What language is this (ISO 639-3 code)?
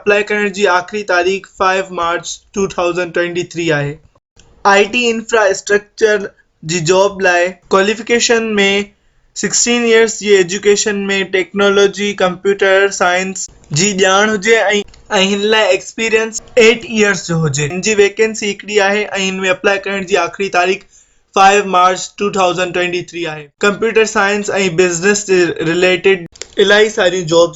snd